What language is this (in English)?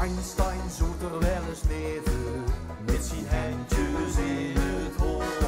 Limburgish